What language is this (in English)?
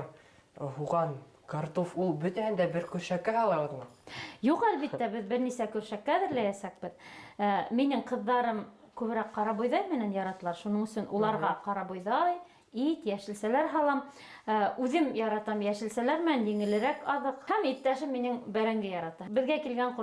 Bashkir